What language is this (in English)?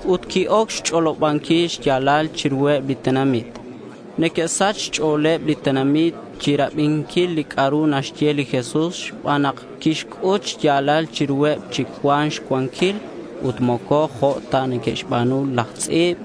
Kekchí